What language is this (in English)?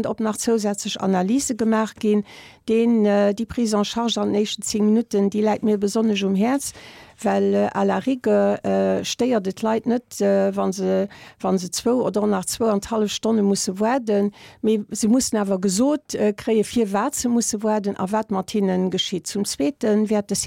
Luxembourgish